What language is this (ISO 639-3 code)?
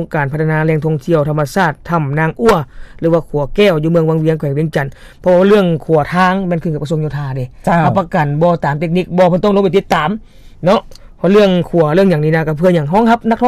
lao